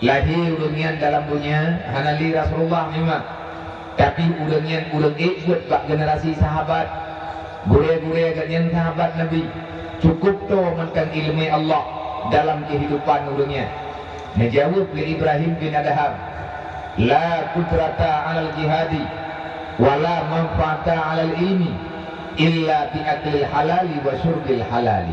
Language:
Achinese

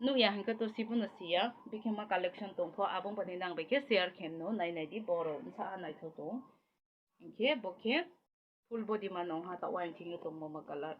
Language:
Kok Borok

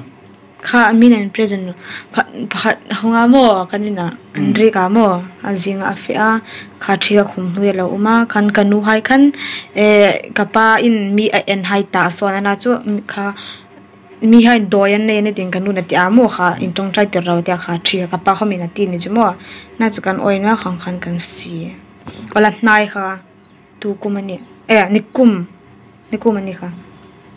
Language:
Hmar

